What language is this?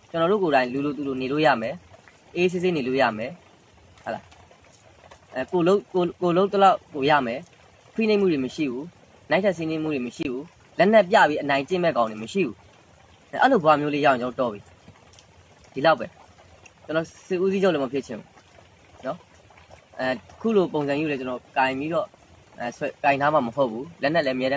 Burmese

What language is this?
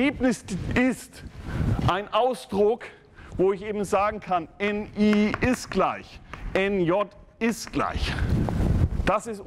German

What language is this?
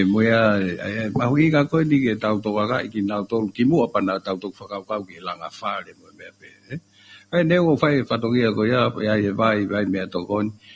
Tongan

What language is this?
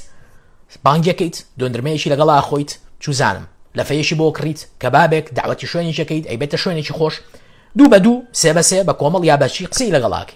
Central Kurdish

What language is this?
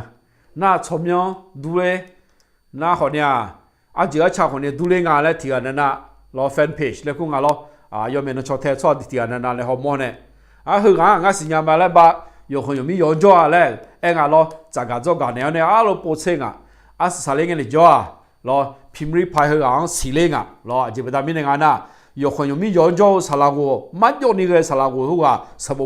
Akha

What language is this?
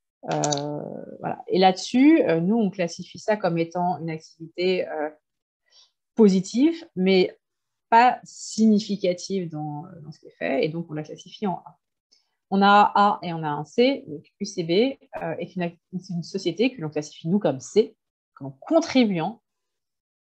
French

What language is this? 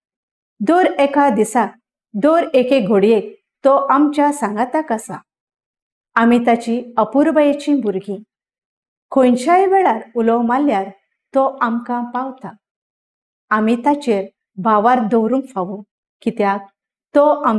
Konkani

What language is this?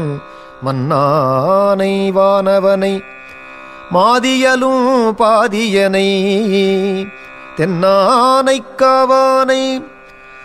Tamil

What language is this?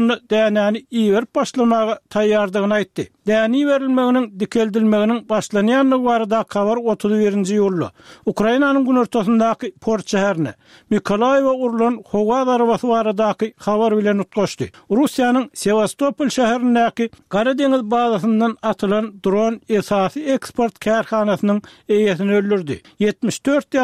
Turkmen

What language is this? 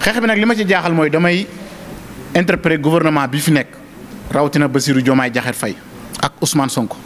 Wolof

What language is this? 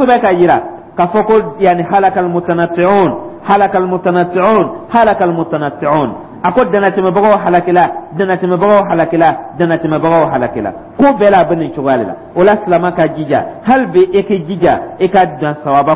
Dyula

